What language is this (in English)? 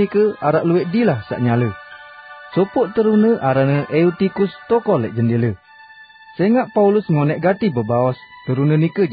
Sasak